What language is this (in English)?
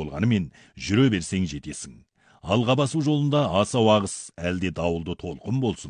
Kazakh